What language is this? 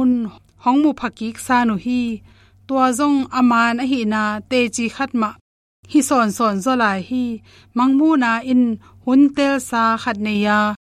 Tedim Chin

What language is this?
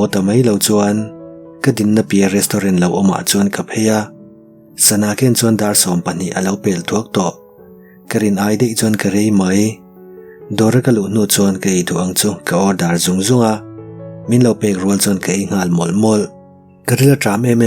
Mizo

